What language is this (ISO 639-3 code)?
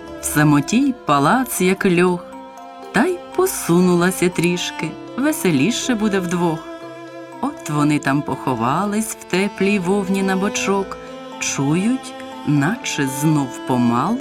ukr